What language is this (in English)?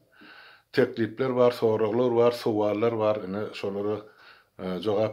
Turkmen